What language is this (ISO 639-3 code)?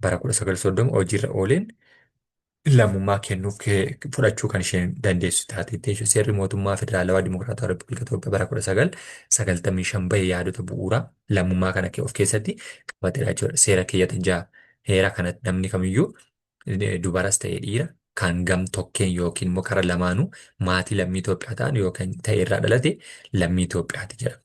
orm